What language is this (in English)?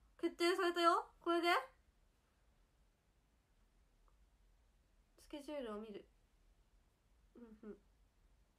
Japanese